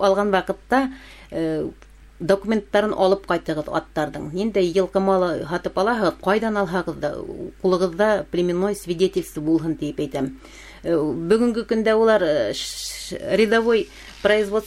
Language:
Bashkir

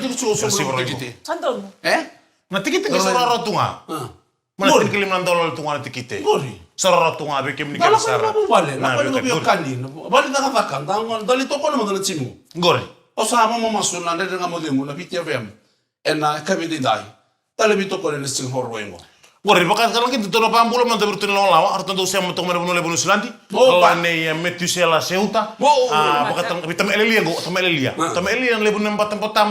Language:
Fijian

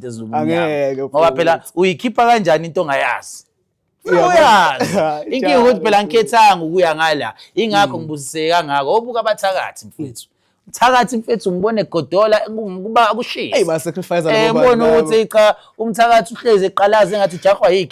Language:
Zulu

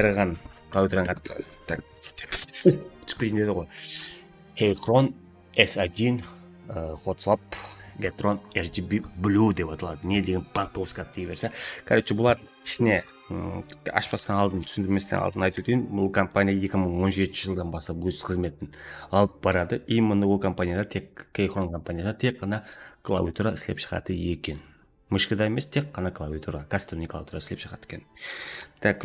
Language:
Kara-Kalpak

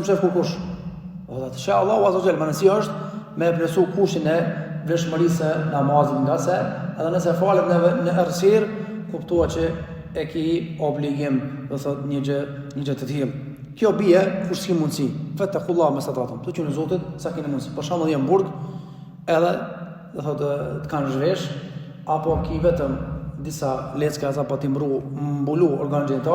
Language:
Albanian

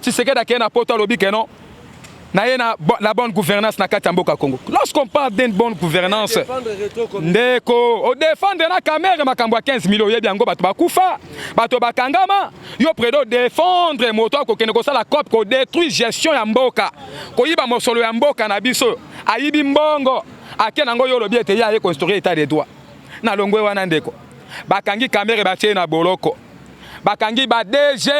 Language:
Lingala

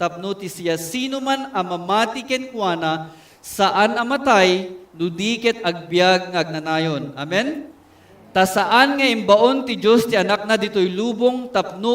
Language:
Iloko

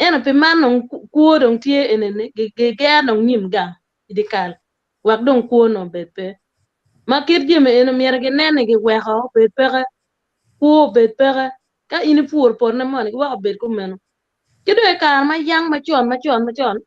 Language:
Acoli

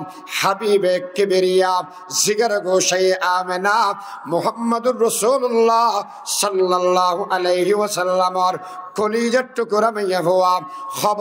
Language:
Rohingya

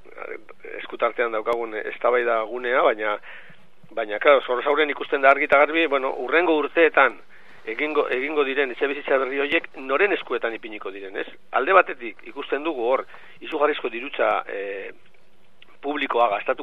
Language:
Basque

